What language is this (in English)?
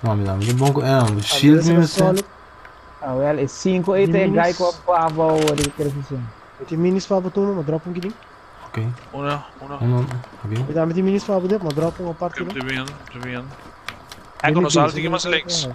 Papiamento